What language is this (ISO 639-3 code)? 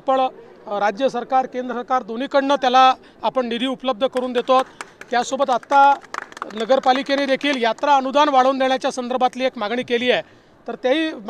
mar